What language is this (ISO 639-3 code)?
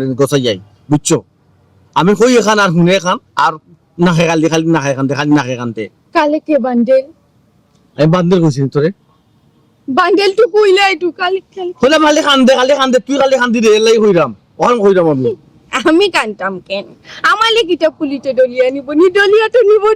syl